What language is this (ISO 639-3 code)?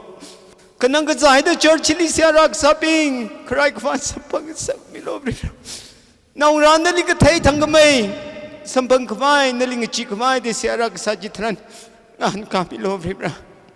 nmf